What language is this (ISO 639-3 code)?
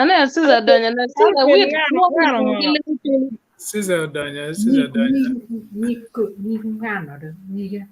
ach